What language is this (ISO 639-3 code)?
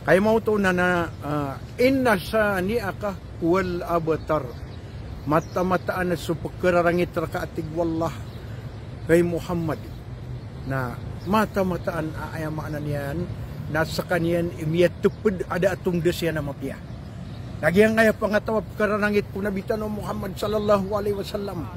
mrw